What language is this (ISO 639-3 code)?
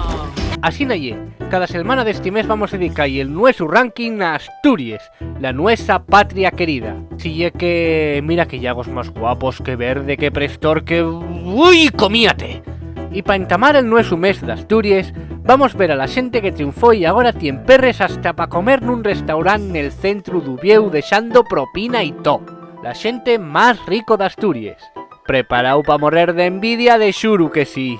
ast